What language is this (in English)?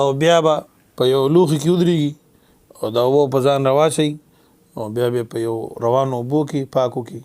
Pashto